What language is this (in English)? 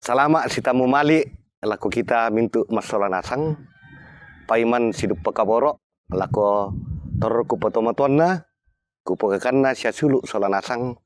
Toraja-Sa'dan